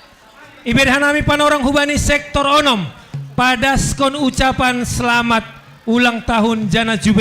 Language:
Batak Simalungun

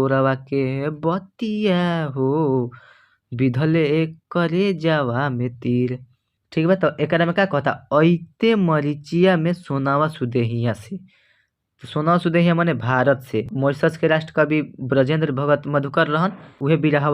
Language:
Bhojpuri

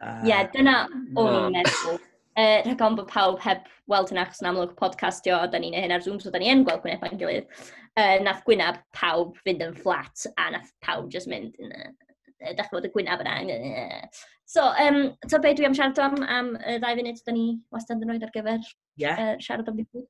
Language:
Welsh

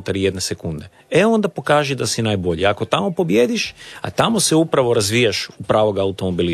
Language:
Croatian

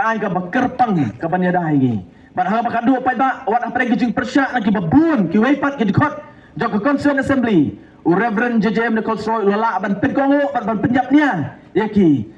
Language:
Khasi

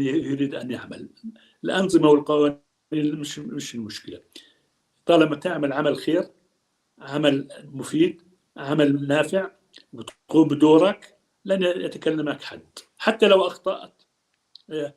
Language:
North Levantine Arabic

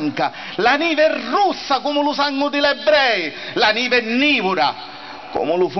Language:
Sicilian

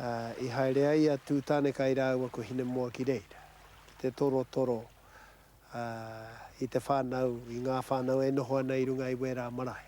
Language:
Māori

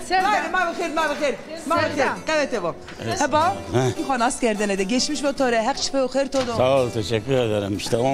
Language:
Zaza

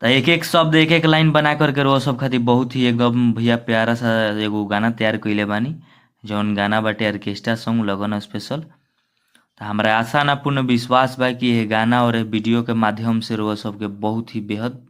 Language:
Bhojpuri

